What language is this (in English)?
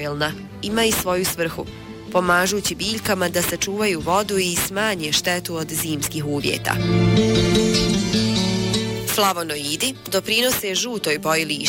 Bosnian